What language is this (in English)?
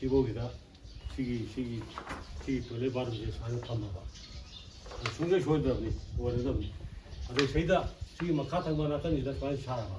Manipuri